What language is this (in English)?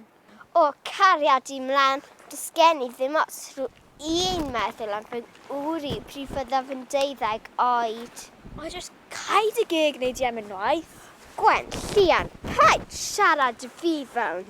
Welsh